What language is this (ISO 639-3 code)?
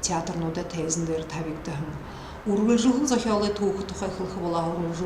bua